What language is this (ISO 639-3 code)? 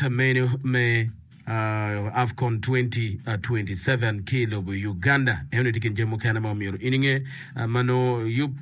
ach